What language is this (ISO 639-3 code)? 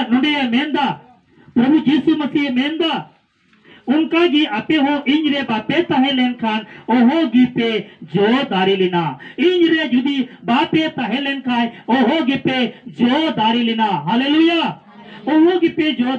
sat